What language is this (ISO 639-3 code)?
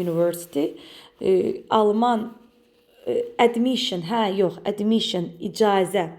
aze